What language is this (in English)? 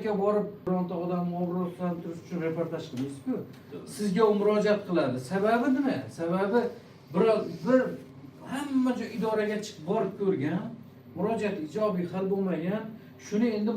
Uzbek